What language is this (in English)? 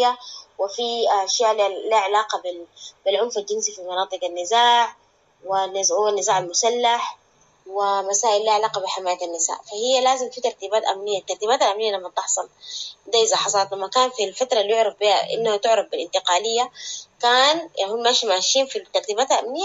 Sudanese Arabic